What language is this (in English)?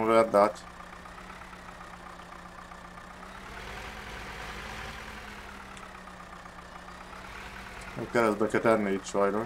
Hungarian